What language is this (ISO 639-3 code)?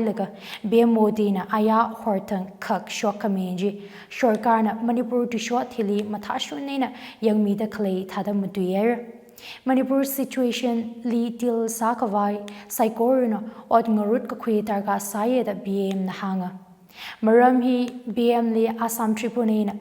nmf